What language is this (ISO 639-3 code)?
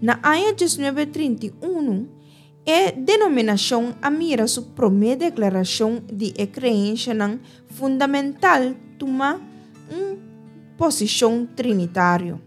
pap